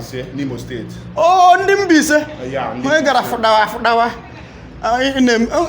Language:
Igbo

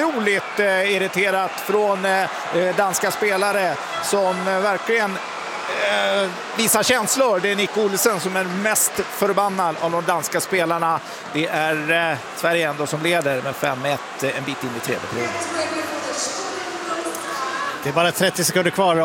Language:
Swedish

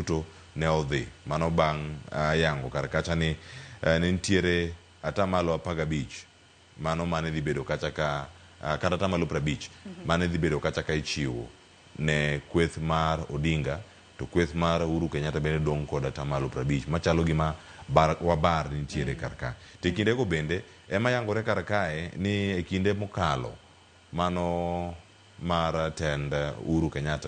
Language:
Luo (Kenya and Tanzania)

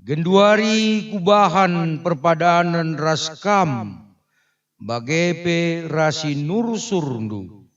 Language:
Batak Karo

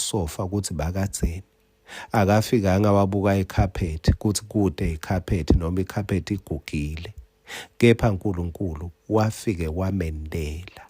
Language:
Swati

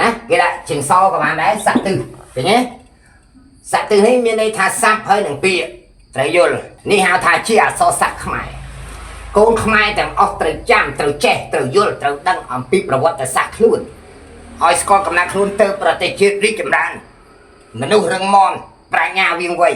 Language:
Khmer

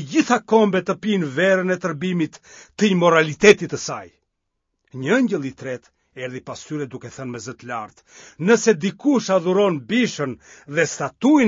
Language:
Albanian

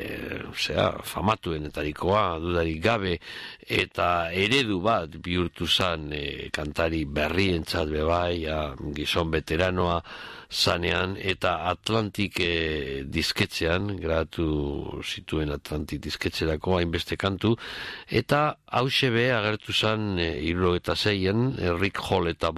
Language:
Basque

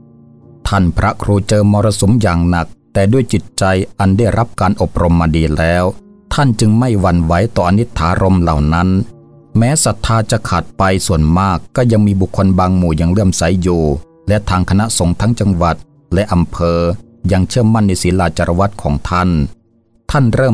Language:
Thai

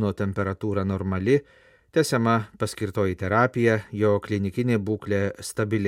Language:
Lithuanian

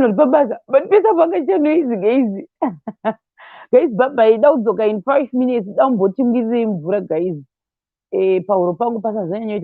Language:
Shona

